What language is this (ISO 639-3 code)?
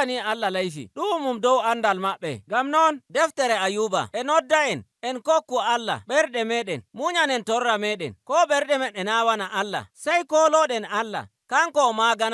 fuv